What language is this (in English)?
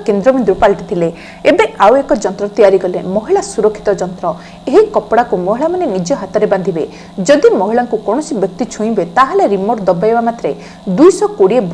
Odia